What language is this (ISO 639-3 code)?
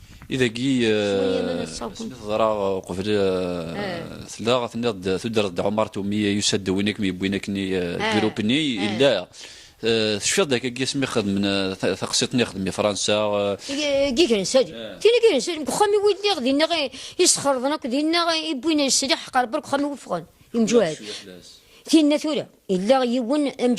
kab